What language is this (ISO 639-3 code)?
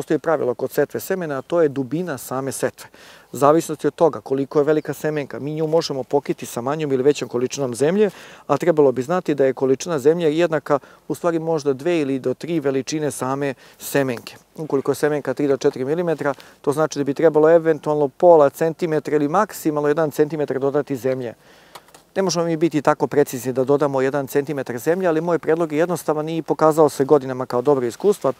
srp